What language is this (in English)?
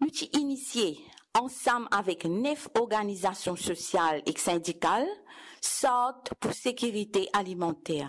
Morisyen